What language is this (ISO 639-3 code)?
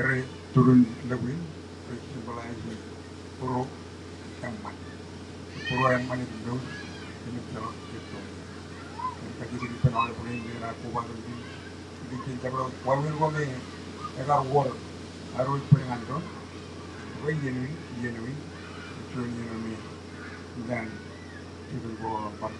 mah